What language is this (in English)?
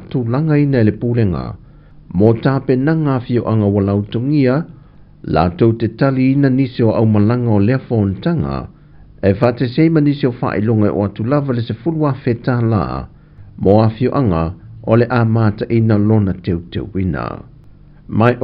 Samoan